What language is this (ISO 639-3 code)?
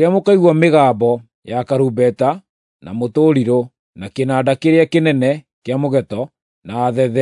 kik